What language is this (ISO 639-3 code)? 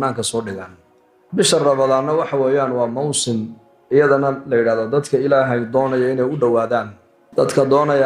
som